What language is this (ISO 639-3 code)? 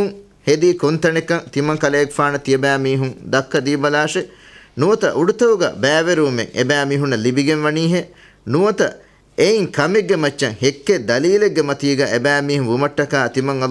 div